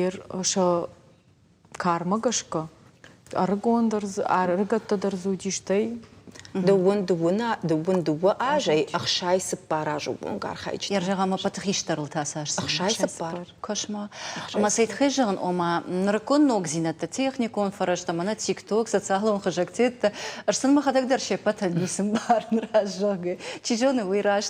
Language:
Ossetic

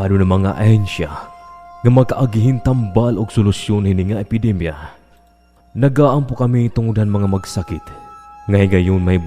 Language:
Waray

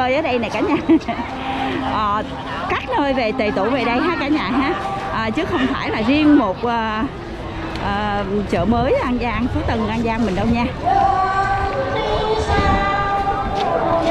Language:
Vietnamese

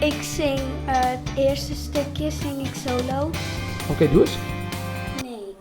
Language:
Western Frisian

